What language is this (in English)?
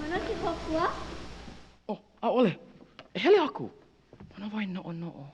Hawaiian